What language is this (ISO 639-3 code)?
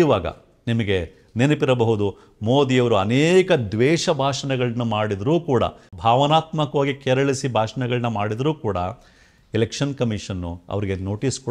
kan